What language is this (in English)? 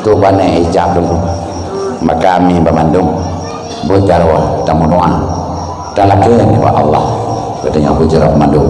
Achinese